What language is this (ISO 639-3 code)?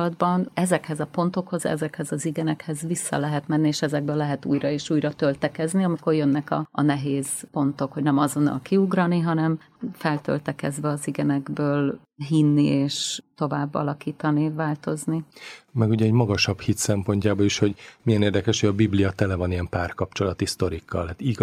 hun